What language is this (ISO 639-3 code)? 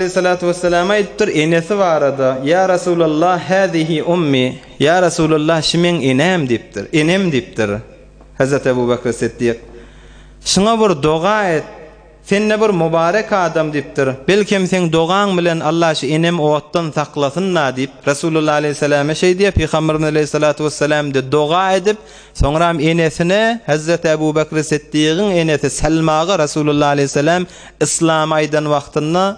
tuk